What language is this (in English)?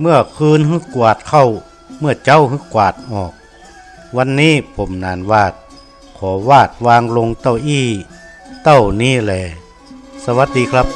Northern Thai